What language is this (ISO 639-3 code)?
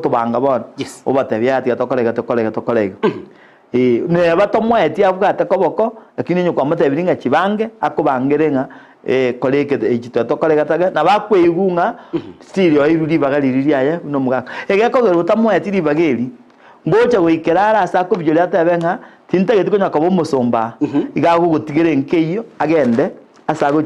guz